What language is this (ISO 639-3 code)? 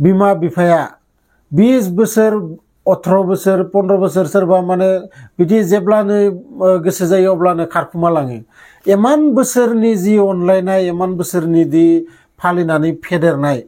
brx